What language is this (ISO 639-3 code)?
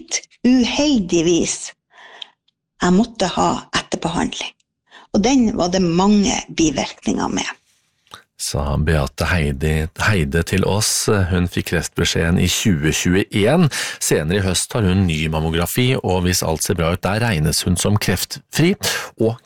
nor